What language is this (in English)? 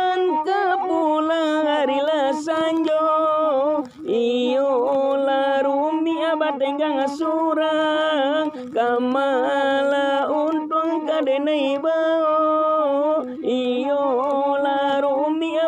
Minangkabau